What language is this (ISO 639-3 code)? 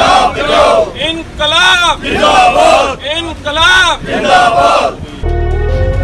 pan